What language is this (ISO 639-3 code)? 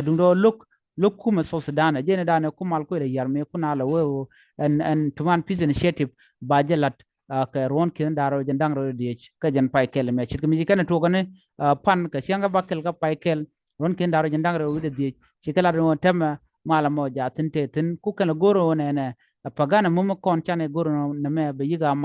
nus